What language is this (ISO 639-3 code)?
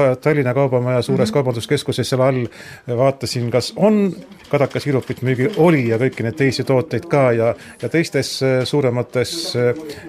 est